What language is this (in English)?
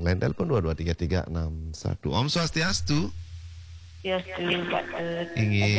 Balinese